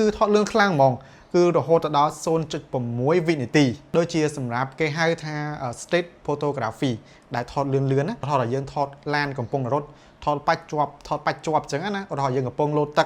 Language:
Khmer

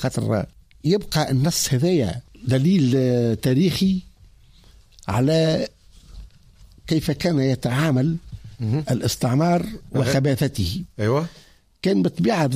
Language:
Tunisian Arabic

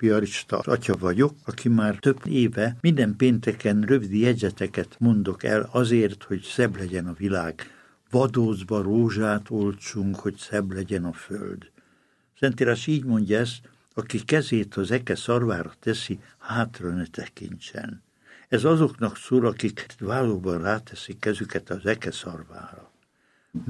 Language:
Hungarian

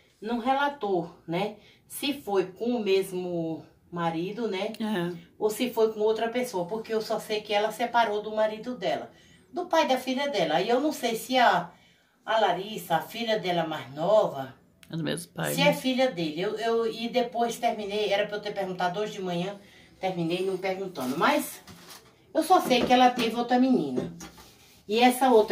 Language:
Portuguese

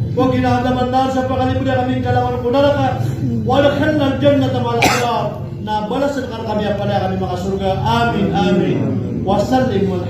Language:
Maranao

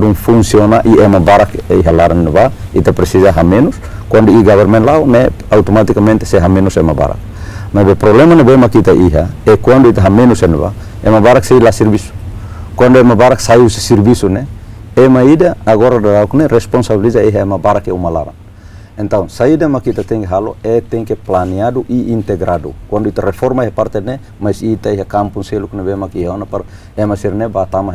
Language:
Tetum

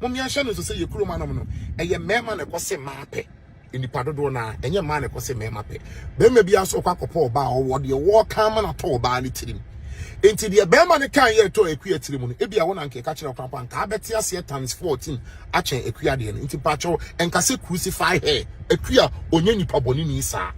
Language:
Akan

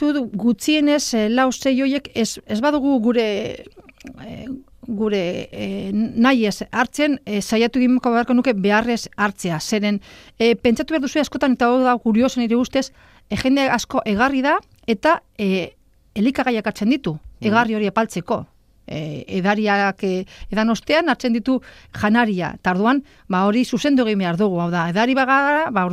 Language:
Basque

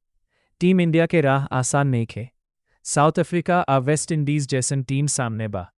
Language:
Bhojpuri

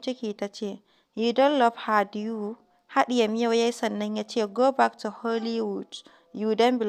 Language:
Hausa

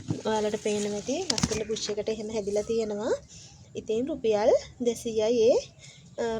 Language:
Sinhala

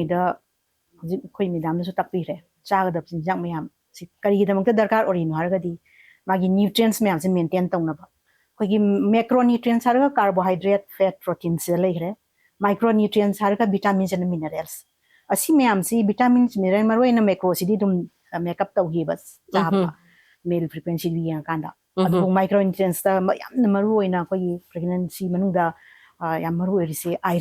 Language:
Manipuri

